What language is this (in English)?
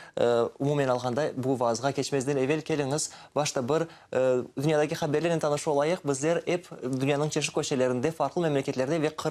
Crimean Tatar